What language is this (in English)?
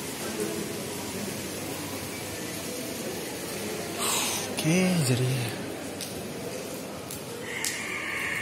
Indonesian